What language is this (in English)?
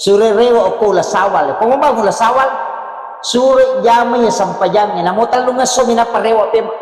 Buginese